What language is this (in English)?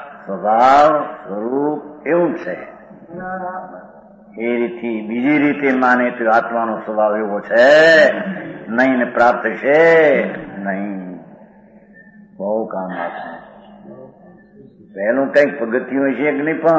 Gujarati